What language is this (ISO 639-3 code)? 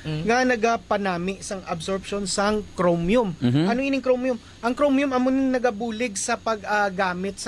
hil